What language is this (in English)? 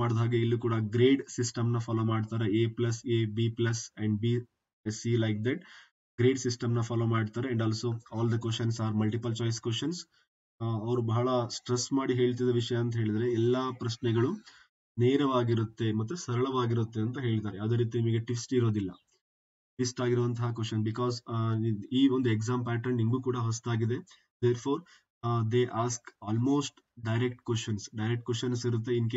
Kannada